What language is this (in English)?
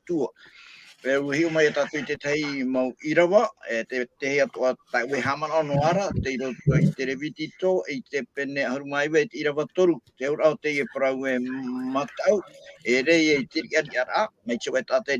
Tahitian